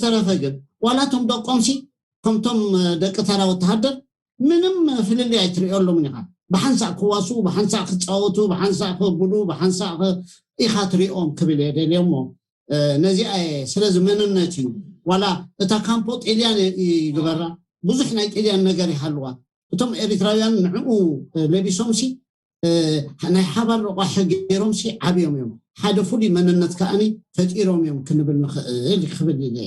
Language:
Tigrinya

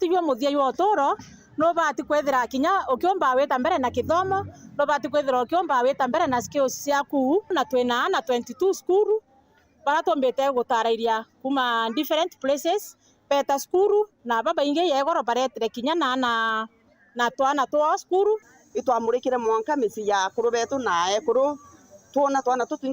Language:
Meru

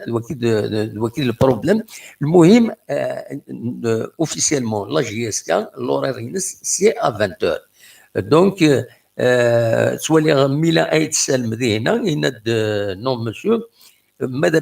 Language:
Kabyle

